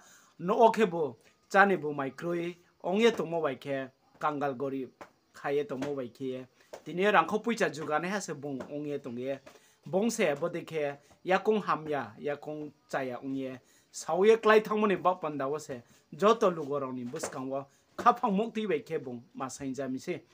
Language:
Riang (India)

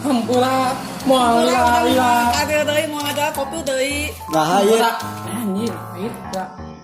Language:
Sundanese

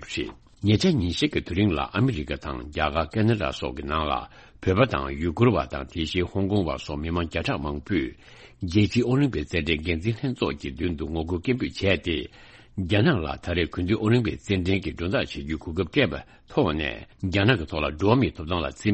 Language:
Tibetan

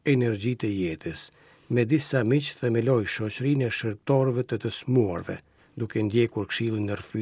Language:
Albanian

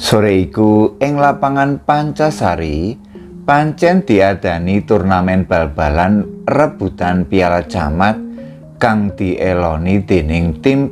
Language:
Javanese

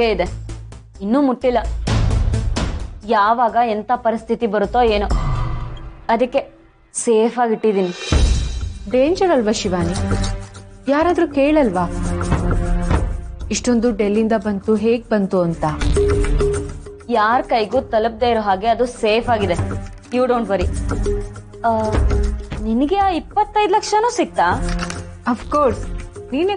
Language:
Kannada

